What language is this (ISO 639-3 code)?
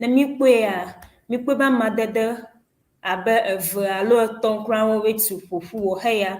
ewe